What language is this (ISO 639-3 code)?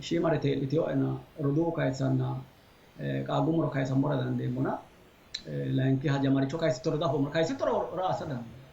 sid